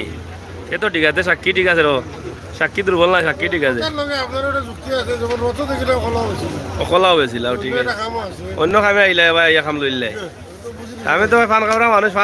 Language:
Sylheti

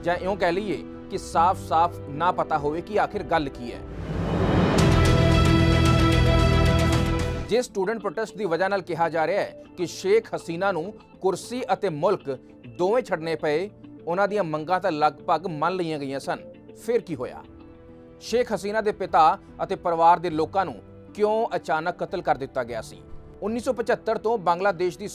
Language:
Punjabi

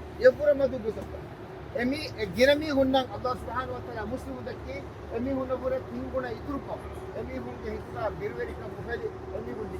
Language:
Divehi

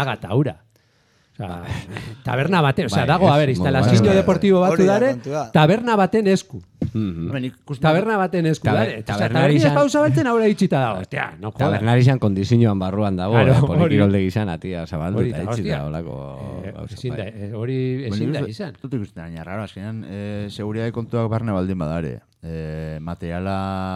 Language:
Basque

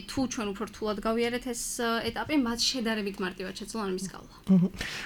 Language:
Georgian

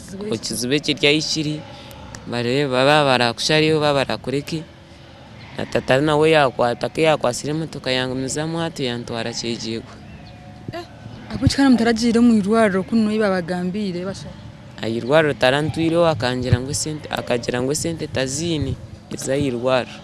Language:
Nyankole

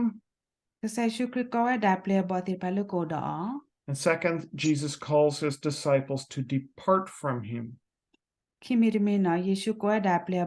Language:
S'gaw Karen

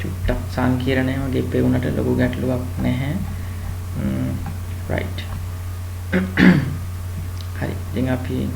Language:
Sinhala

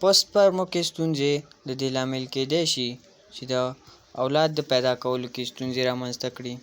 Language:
Pashto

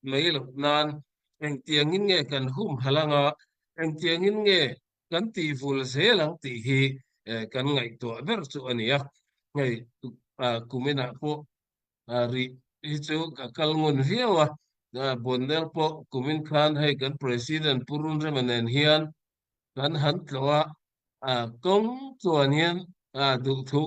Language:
Mizo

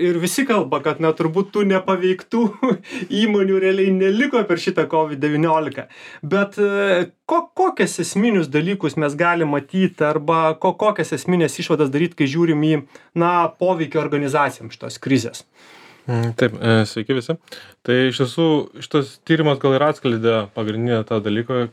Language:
Lithuanian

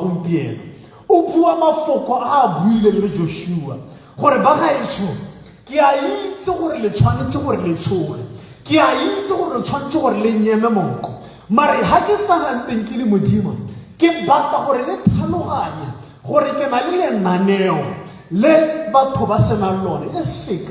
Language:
Tswana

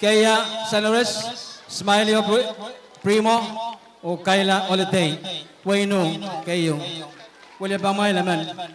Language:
Pohnpeian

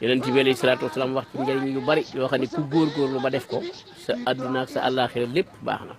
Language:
Wolof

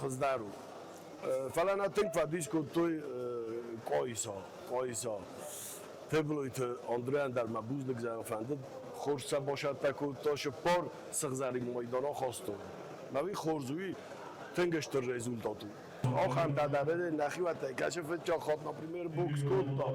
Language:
Ossetic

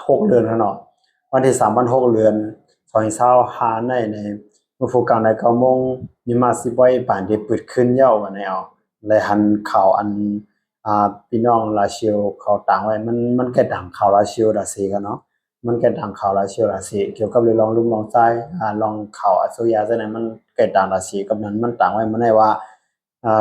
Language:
Shan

